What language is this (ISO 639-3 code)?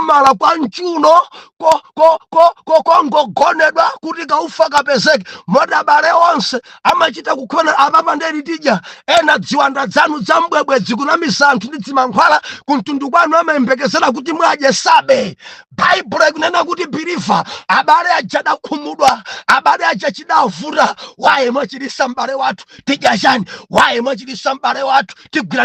nya